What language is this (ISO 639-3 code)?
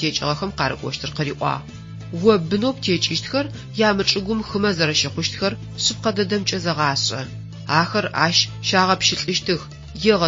ady